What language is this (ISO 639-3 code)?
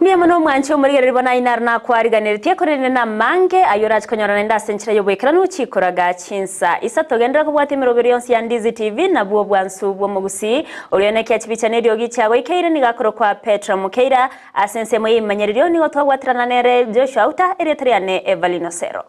guz